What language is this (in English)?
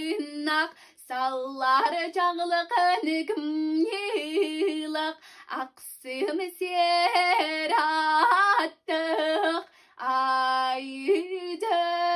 Yakut